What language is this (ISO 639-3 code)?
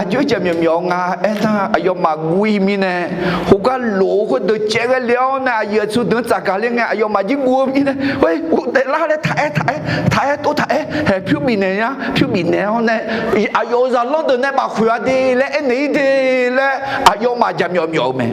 ahk